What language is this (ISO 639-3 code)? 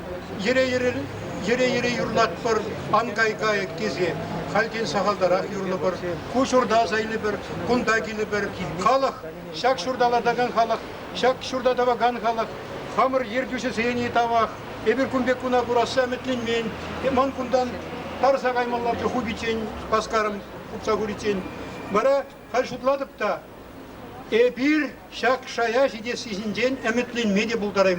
chv